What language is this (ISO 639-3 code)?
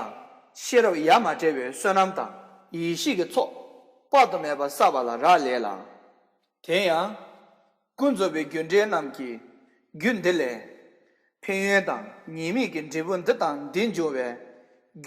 bod